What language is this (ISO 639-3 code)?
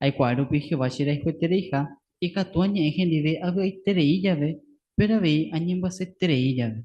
grn